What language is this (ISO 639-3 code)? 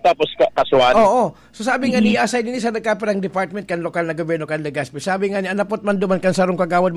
bik